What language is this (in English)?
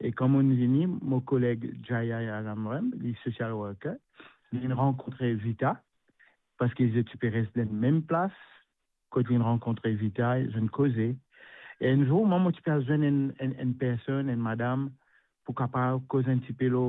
Morisyen